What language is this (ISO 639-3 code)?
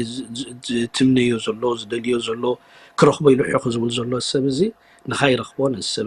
tir